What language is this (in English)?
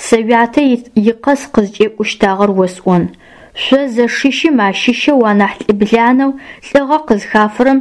Adyghe